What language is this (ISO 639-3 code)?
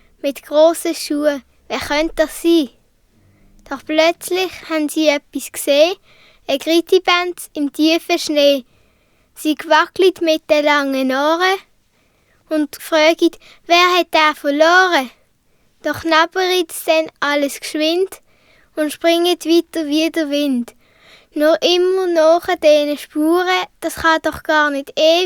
gsw